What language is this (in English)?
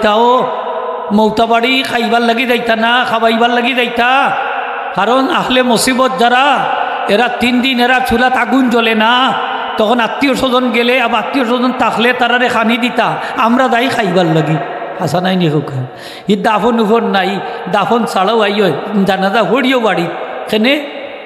Sylheti